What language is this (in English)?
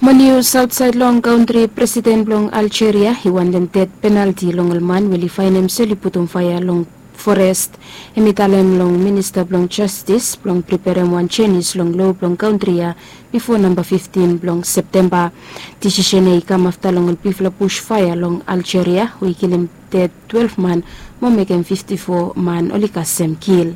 Bislama